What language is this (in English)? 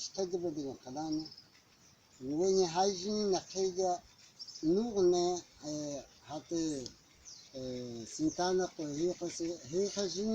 Cogui